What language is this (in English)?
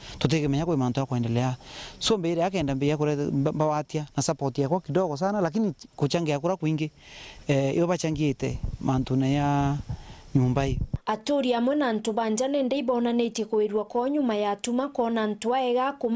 Meru